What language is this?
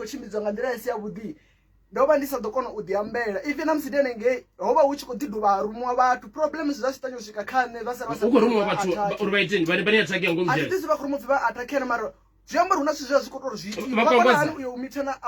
Venda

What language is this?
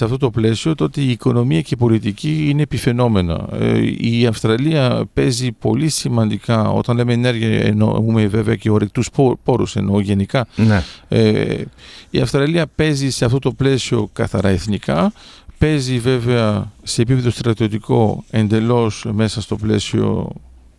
Greek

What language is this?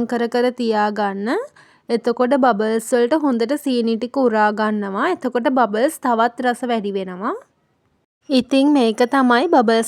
Sinhala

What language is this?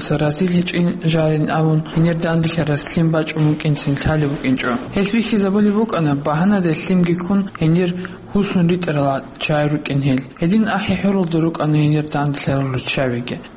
Avaric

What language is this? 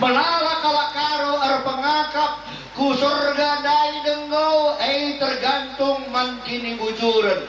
Batak Karo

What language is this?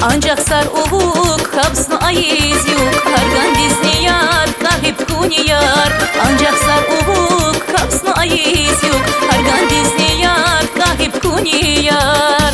Tabassaran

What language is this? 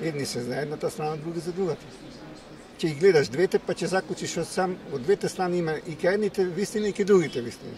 Macedonian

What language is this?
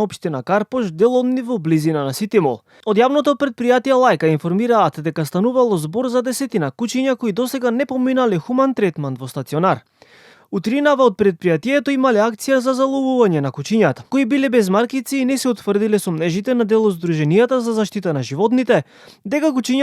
Macedonian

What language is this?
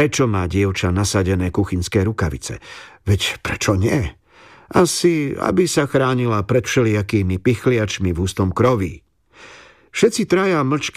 Slovak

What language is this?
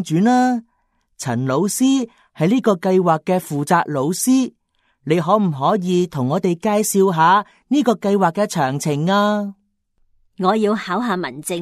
Cantonese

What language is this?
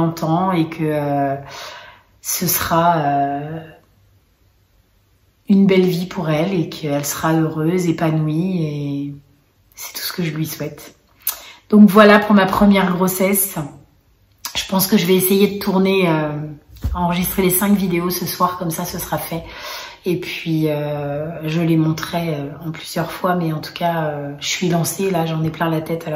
French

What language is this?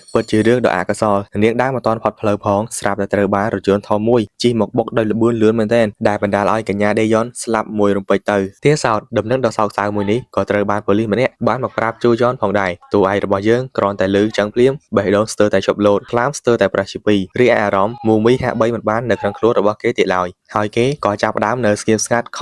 Khmer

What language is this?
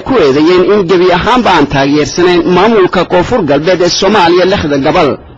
Somali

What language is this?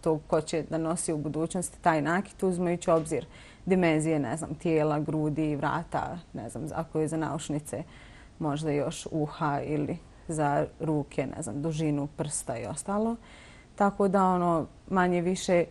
Bosnian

